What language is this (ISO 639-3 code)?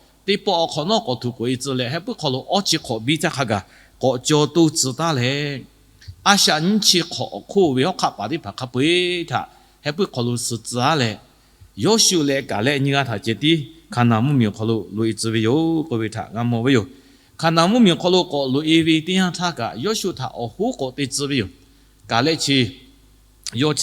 lhu